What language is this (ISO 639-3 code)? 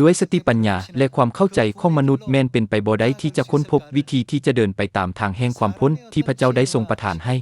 lao